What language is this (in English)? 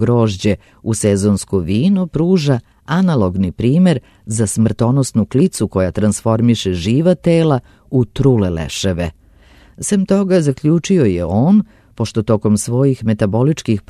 Serbian